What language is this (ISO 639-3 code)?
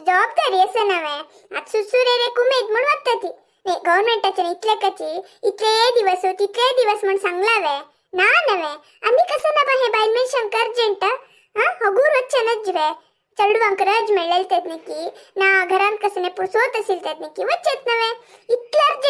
kok